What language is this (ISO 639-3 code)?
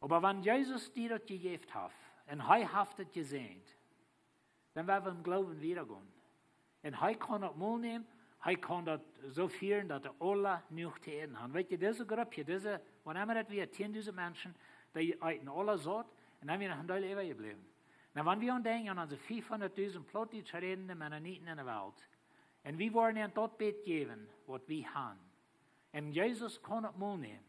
pdt